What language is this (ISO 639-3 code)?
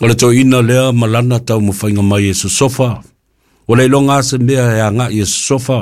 smo